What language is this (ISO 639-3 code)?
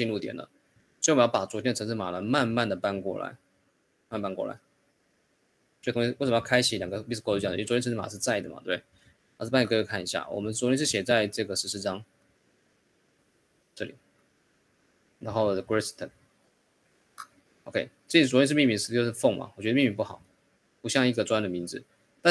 zho